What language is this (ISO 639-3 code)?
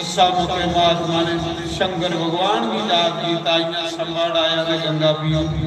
doi